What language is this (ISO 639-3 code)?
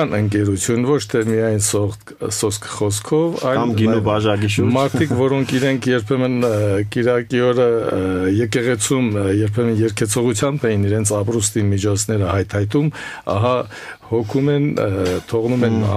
hye